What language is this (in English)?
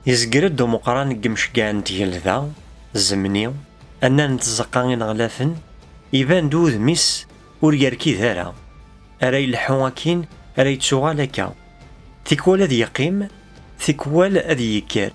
Kabyle